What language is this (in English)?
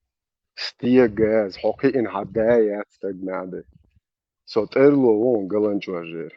Chechen